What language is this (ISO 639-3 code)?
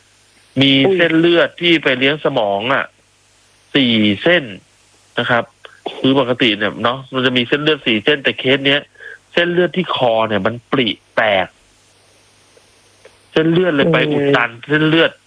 tha